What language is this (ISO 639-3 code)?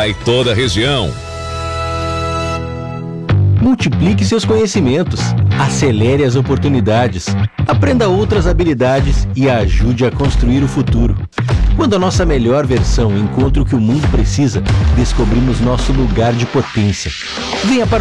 por